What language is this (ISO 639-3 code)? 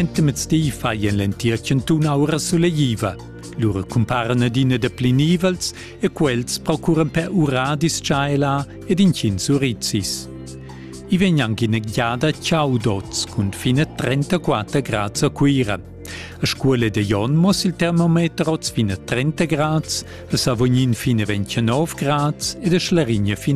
roh